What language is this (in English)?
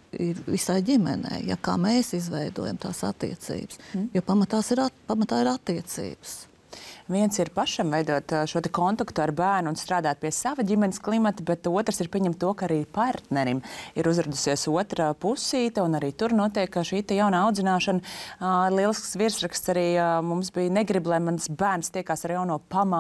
Latvian